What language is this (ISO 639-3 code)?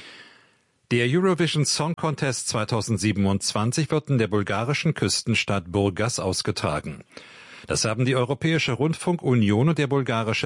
deu